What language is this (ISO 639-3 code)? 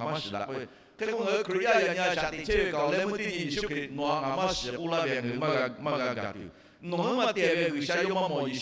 lhu